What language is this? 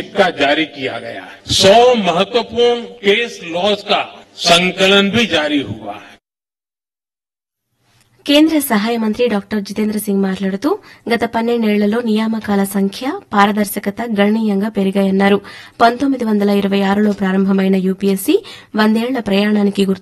Telugu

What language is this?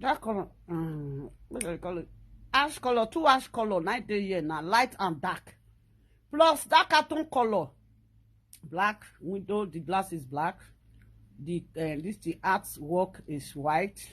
Nigerian Pidgin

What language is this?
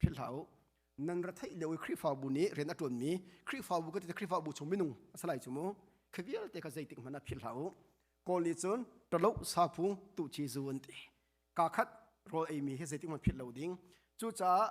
Hakha Chin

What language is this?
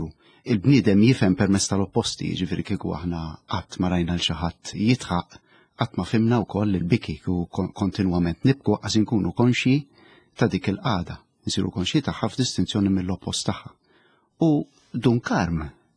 Maltese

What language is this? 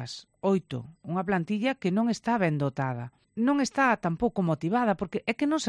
Galician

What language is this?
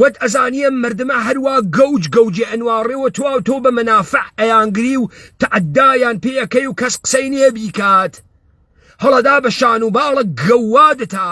Central Kurdish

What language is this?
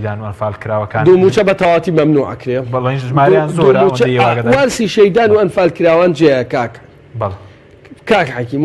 Central Kurdish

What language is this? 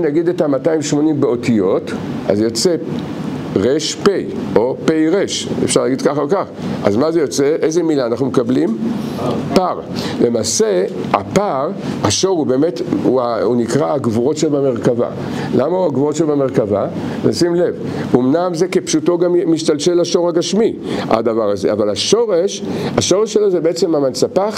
Hebrew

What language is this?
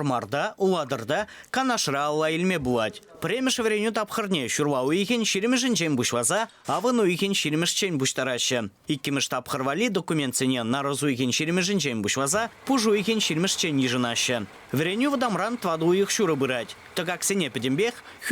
Chuvash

